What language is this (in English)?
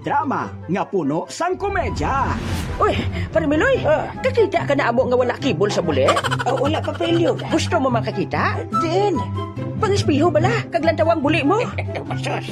Hiligaynon